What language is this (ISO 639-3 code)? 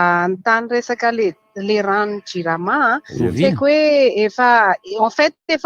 mlg